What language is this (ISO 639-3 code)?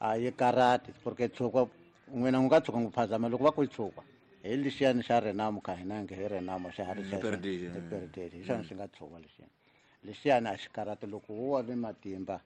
tso